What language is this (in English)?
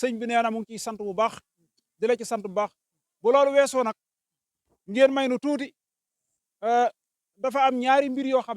Wolof